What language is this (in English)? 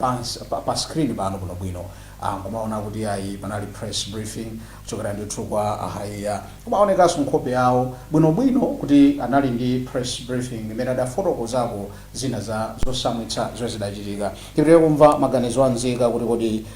Nyanja